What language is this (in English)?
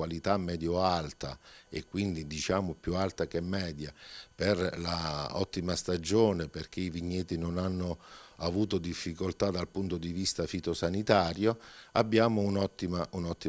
Italian